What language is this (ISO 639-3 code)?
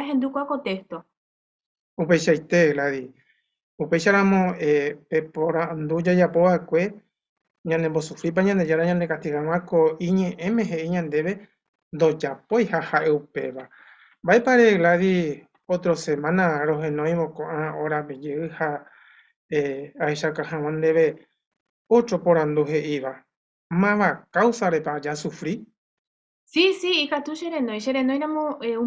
grn